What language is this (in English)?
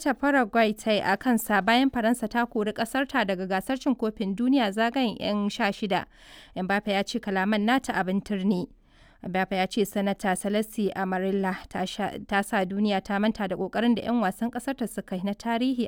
Hausa